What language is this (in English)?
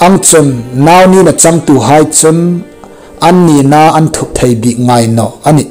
Hmar